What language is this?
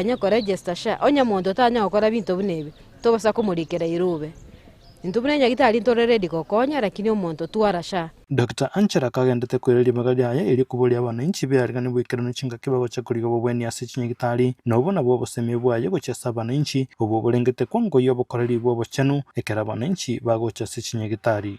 Gusii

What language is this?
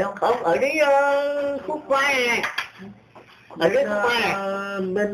Vietnamese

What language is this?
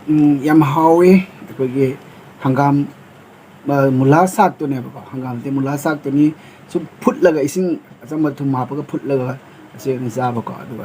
Manipuri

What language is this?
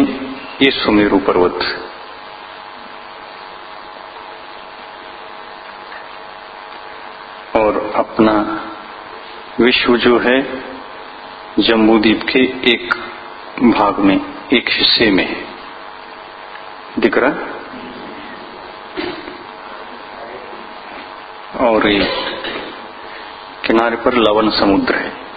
Hindi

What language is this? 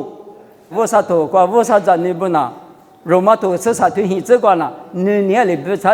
Lisu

